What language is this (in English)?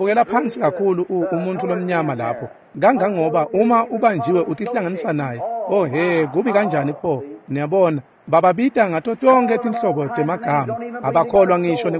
Swati